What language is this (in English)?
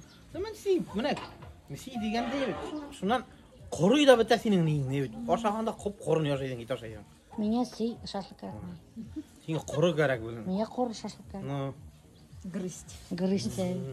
Bashkir